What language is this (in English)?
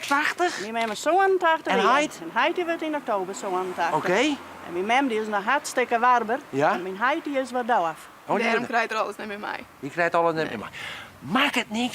Western Frisian